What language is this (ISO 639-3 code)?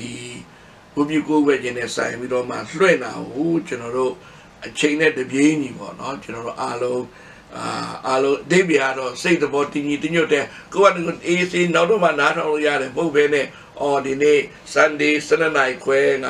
mya